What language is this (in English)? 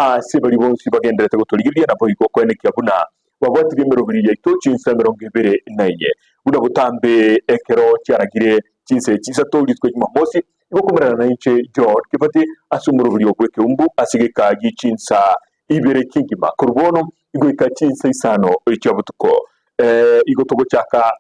Gusii